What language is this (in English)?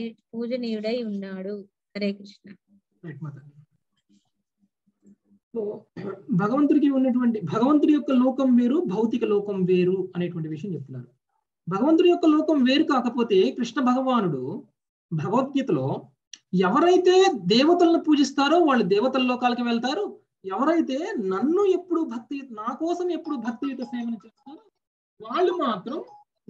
Telugu